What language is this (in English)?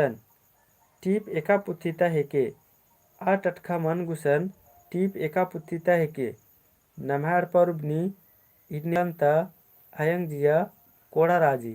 Kurukh